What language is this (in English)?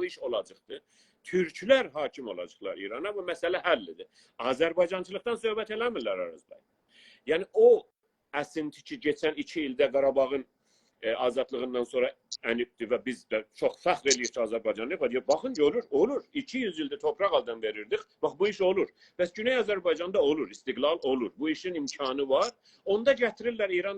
South Azerbaijani